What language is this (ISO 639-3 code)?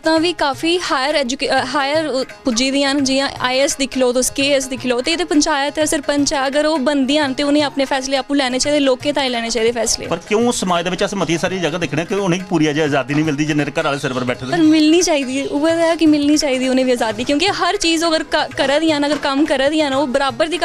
doi